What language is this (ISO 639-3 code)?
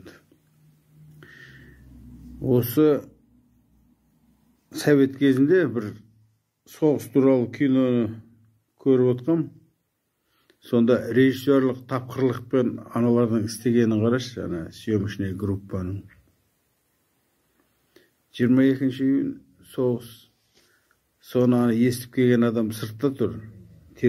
kaz